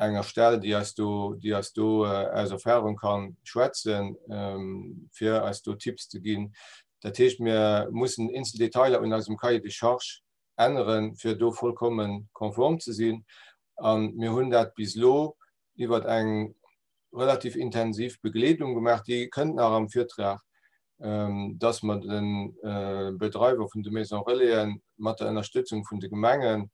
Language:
Luxembourgish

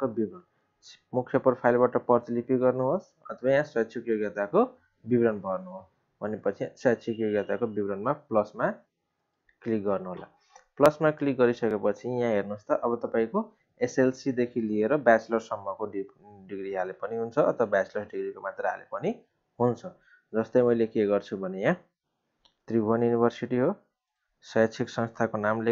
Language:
Nepali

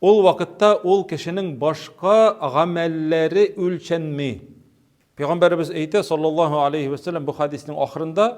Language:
Tatar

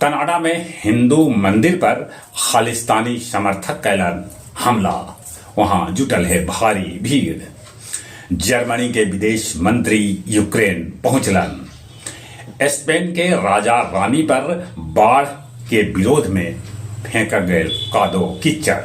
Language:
Magahi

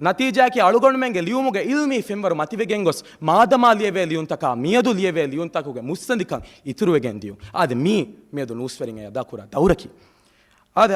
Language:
Divehi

